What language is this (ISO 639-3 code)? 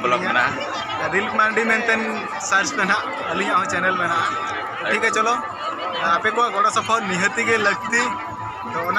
sat